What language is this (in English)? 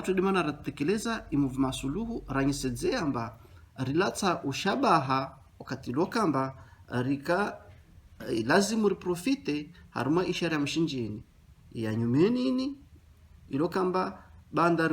Ngazidja Comorian